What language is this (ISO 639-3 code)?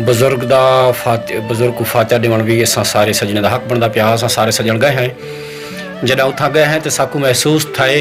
skr